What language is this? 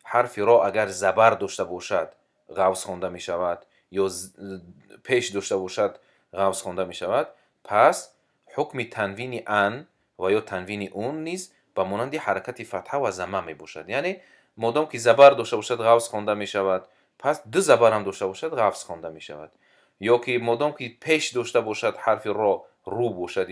Tajik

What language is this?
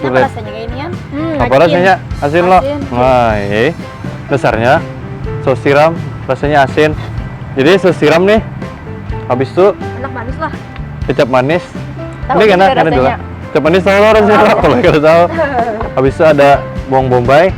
Banjar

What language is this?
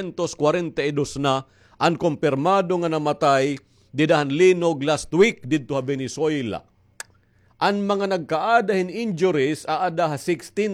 Waray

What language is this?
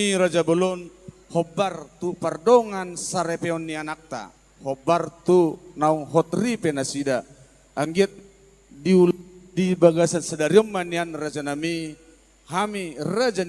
Batak Toba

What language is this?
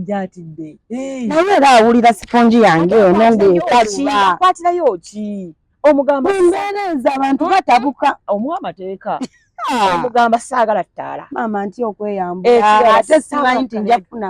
Ganda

